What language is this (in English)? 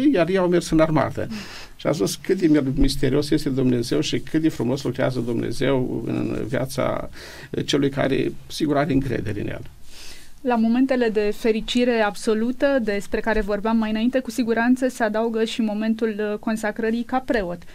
Romanian